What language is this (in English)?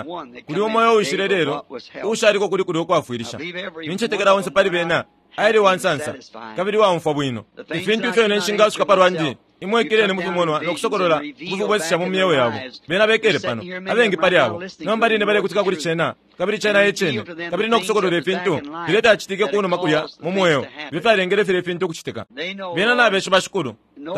Bemba